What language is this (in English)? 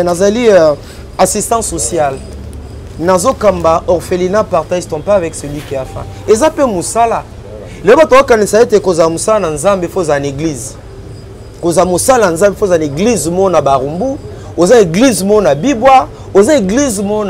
Lingala